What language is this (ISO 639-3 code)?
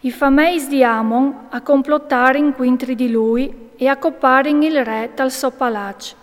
fur